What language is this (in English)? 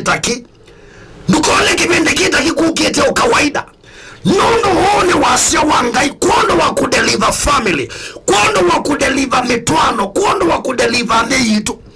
Kamba